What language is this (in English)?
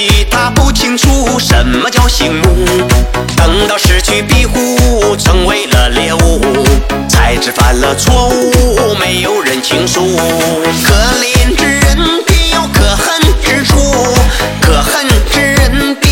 Chinese